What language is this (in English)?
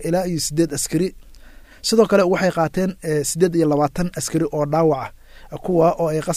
Somali